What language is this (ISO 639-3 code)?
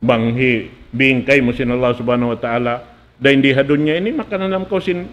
tsg